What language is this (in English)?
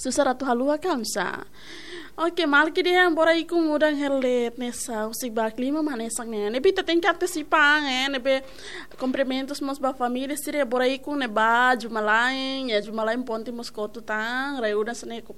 Tetum